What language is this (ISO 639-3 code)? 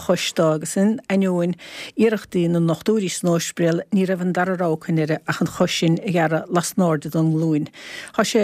gle